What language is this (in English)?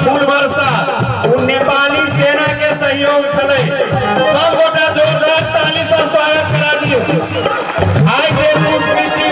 Maithili